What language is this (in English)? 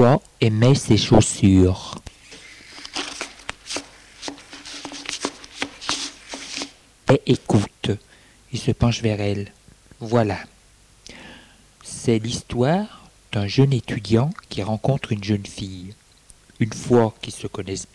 French